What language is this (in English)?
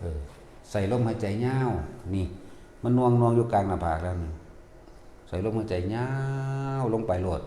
Northeastern Thai